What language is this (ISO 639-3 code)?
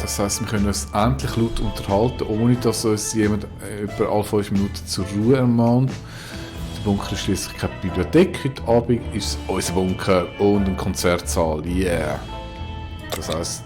gsw